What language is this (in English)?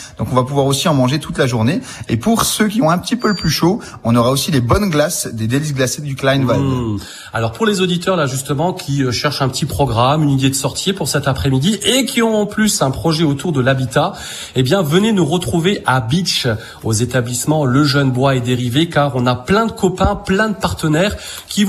French